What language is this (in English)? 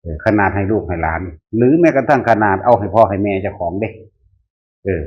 Northeastern Thai